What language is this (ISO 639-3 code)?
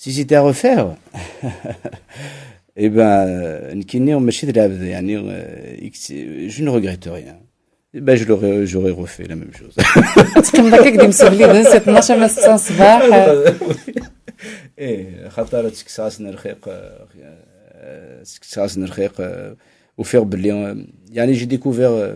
kab